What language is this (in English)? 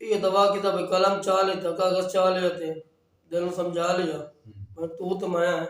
Saraiki